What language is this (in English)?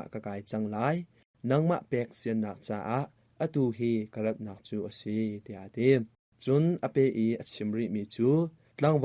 Hakha Chin